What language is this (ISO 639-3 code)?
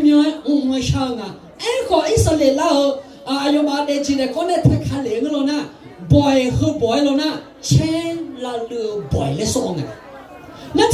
ahk